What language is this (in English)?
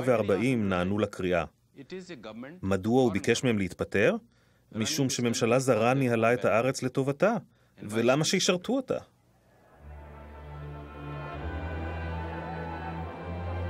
Hebrew